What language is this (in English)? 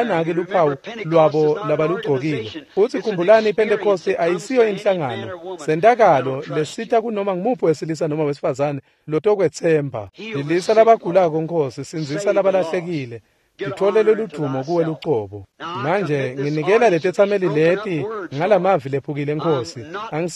Swati